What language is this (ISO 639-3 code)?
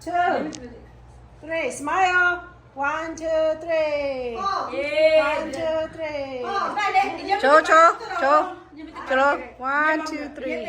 lhu